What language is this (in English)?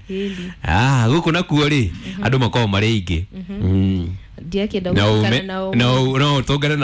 Kikuyu